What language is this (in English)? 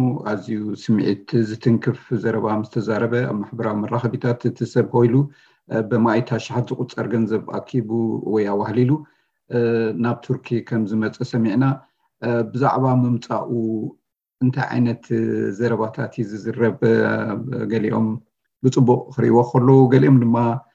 Tigrinya